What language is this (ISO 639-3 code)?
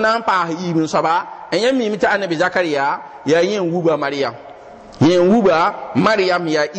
mos